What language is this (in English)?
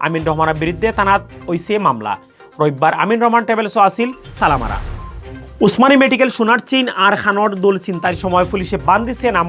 Sylheti